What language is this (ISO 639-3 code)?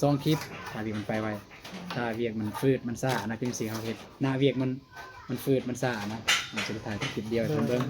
tts